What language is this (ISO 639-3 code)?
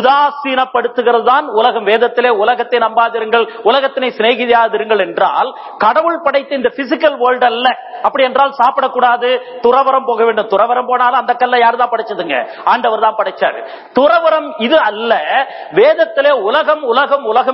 tam